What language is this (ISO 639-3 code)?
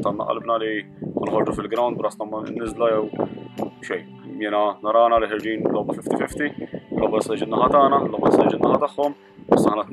mlt